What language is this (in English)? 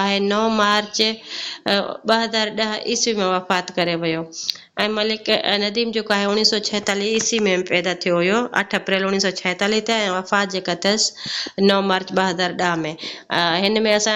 Sindhi